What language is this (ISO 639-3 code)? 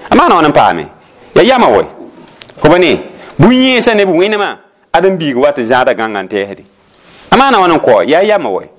mos